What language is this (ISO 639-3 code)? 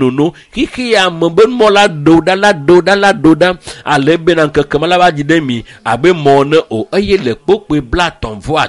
ewe